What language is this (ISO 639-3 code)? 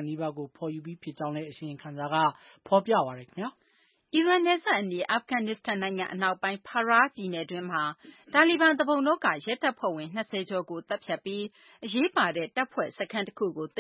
mya